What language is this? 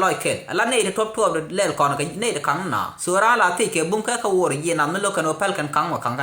Nuer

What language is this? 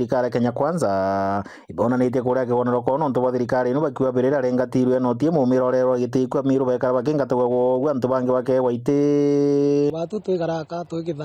Meru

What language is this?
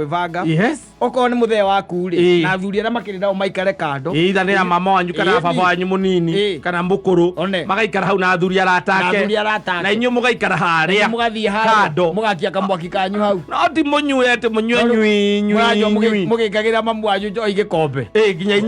Kikuyu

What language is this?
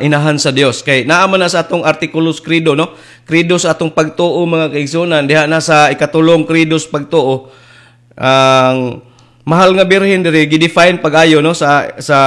Cebuano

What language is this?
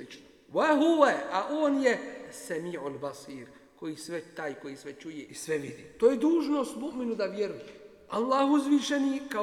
Bosnian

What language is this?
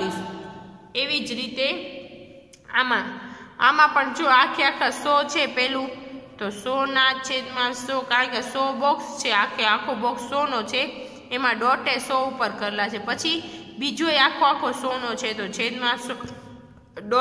Gujarati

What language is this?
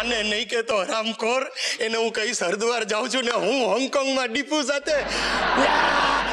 Gujarati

